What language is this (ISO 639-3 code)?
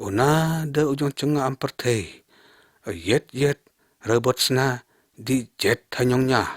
lyg